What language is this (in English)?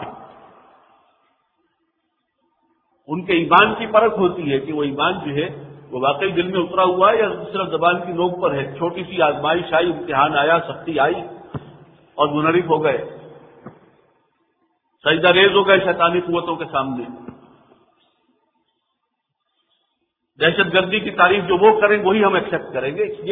Urdu